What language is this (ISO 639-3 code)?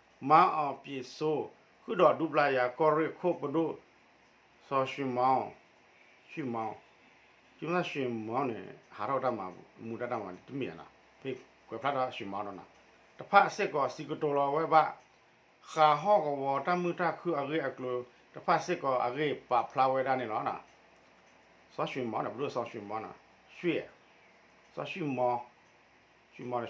ksw